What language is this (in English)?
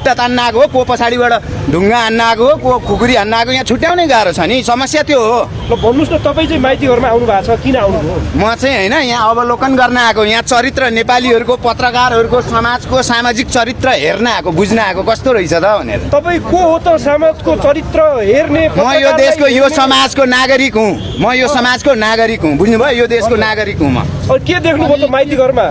Nepali